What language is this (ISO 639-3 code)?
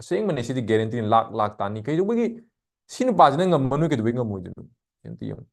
mni